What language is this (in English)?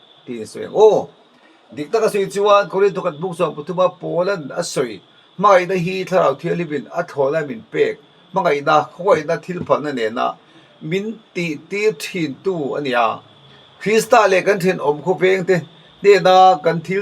Mizo